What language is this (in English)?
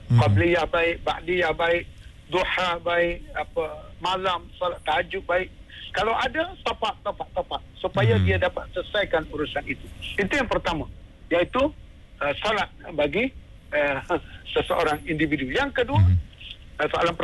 Malay